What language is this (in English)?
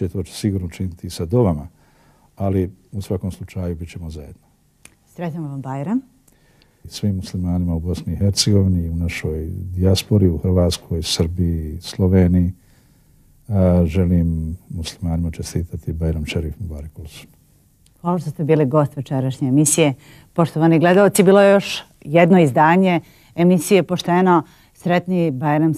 Bosnian